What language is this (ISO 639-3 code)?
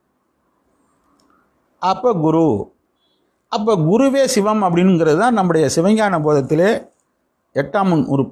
tam